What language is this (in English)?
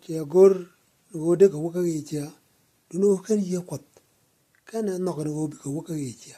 Nuer